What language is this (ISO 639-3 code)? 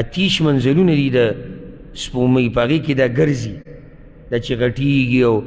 pus